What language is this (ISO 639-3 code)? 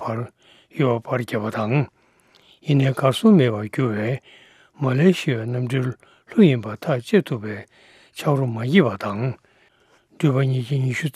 bod